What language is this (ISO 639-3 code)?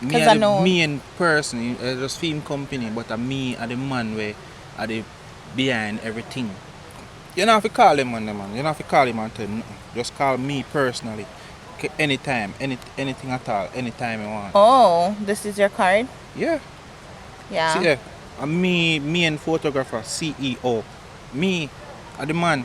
jam